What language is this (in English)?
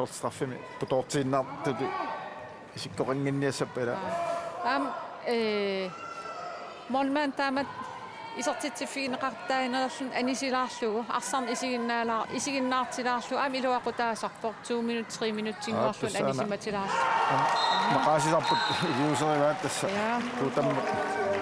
Kalaallisut